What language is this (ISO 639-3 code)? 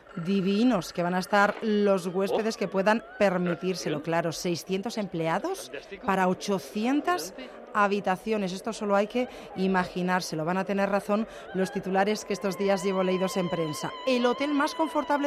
spa